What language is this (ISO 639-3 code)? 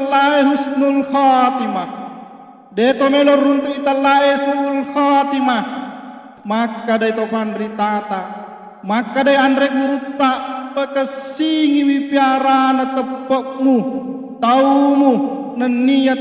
bug